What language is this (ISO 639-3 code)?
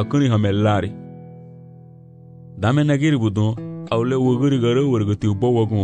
cab